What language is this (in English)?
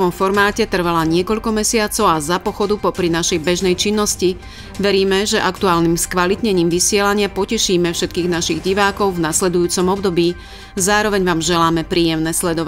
Slovak